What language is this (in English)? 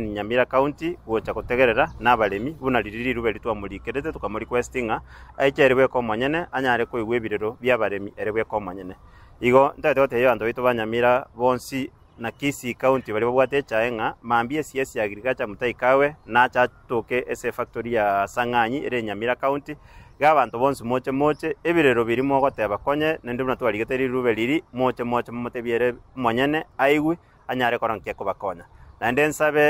Gusii